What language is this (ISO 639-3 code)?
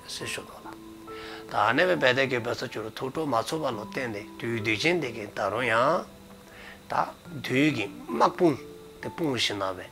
dzo